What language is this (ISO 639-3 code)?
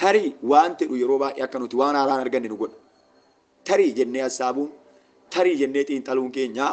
orm